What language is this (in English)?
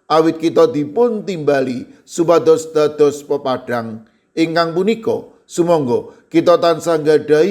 Javanese